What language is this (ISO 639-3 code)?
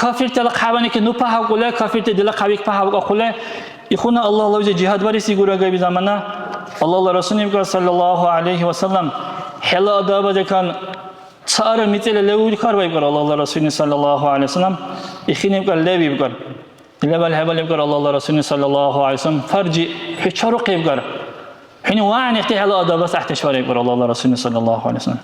dar